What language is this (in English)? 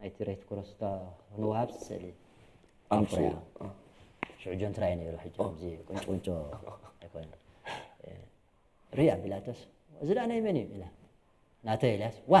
Tigrinya